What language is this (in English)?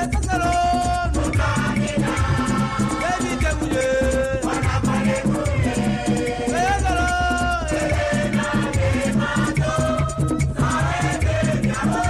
Ewe